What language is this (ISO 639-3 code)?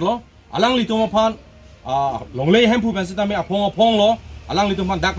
mjw